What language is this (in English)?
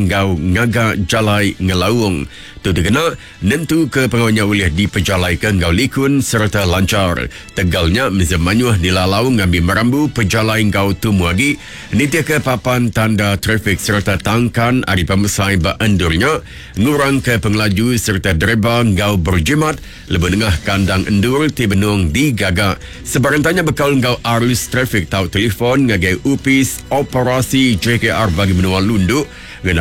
Iban